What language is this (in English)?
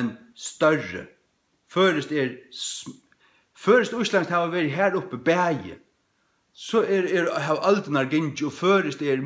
Faroese